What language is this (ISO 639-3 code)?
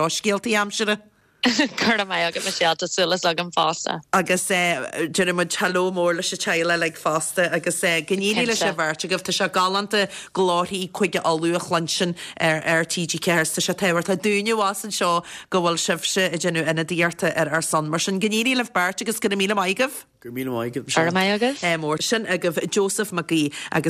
gle